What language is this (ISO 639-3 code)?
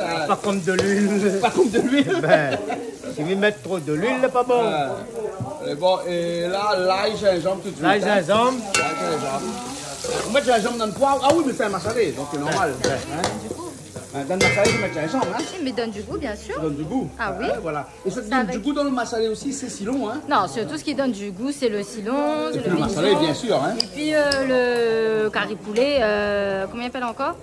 rcf